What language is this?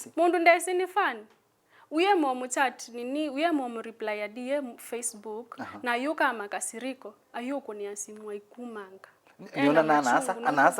Kamba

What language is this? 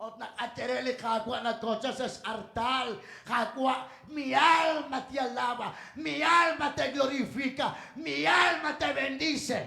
Kekchí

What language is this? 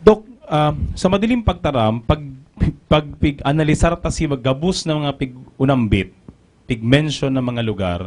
Bikol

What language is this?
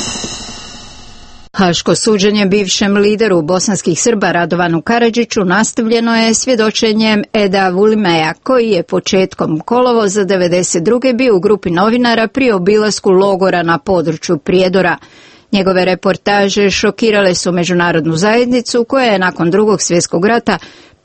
Croatian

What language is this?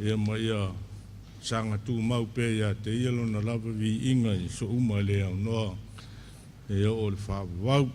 Samoan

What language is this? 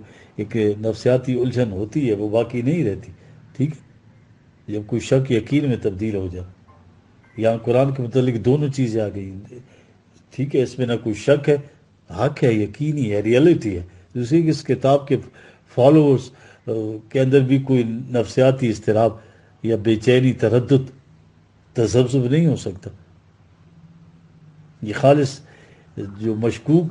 Urdu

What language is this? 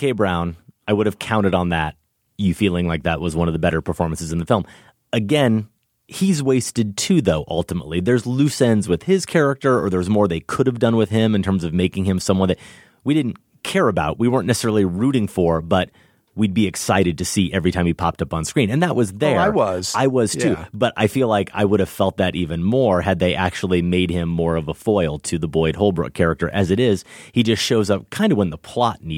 English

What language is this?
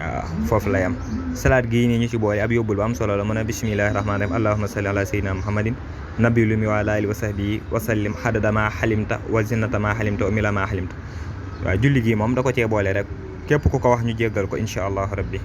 Wolof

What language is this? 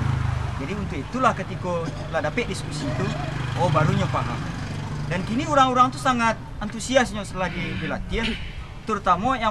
Minangkabau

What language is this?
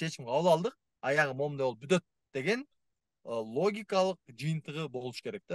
Kyrgyz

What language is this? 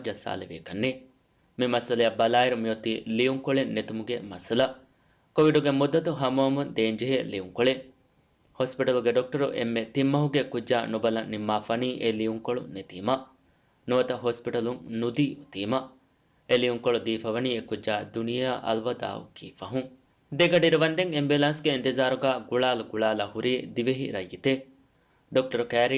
Divehi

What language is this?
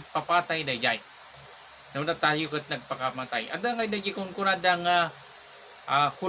Iloko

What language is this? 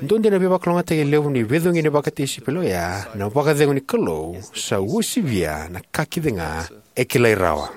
Fijian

